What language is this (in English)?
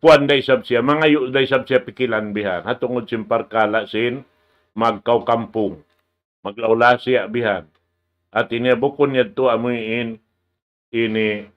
Tausug